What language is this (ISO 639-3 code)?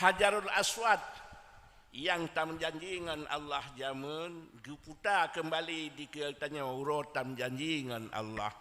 ace